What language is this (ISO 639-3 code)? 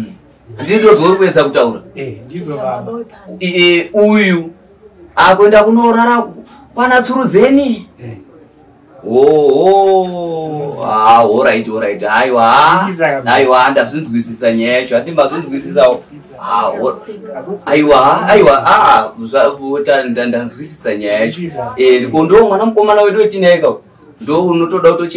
sna